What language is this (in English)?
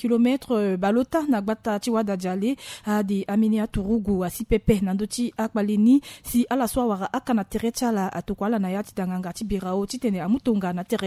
Sango